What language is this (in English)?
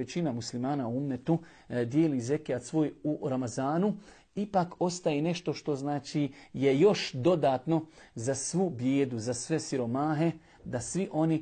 Bosnian